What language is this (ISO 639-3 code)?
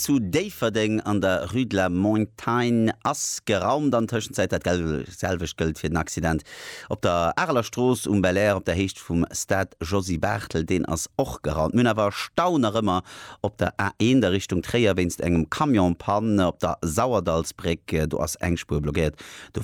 ltz